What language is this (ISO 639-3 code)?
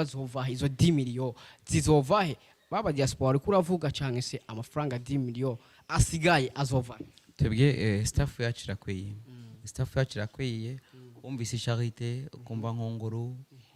run